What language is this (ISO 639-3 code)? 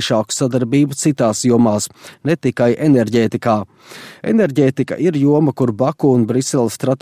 lav